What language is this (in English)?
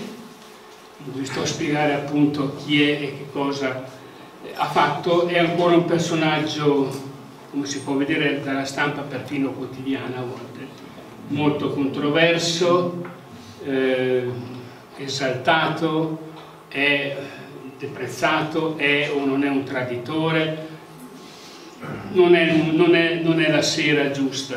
Italian